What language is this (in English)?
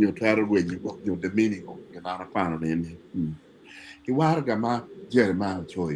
Acoli